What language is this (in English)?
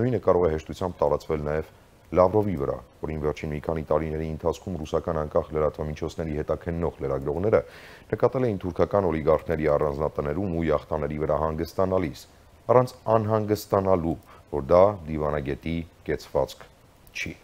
Armenian